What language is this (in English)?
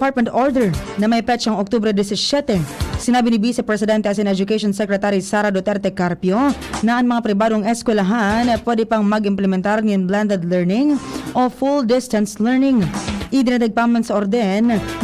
Bikol